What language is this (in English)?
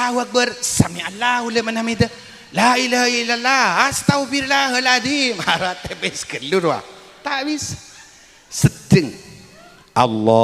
Madurese